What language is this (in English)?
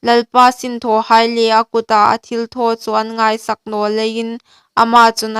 Hmar